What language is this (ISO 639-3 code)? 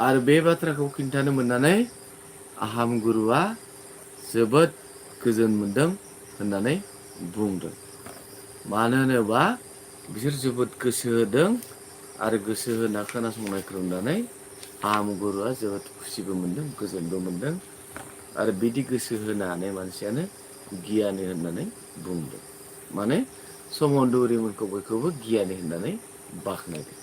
brx